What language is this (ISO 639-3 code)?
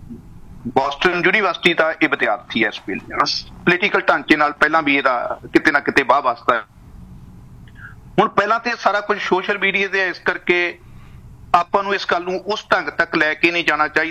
pan